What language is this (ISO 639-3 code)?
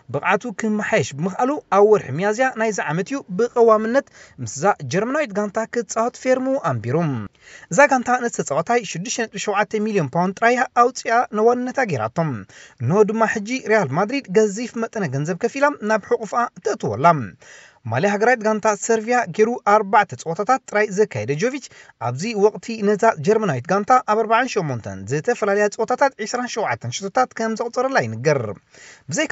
tir